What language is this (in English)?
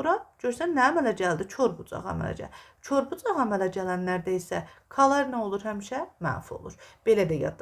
Azerbaijani